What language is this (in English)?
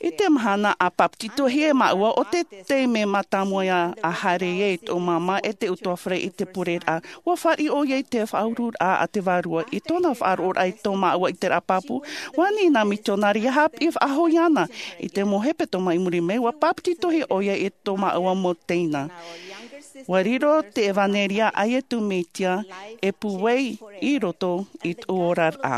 Tahitian